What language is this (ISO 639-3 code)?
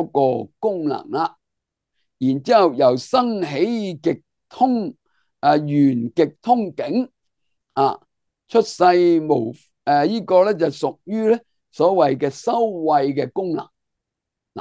yue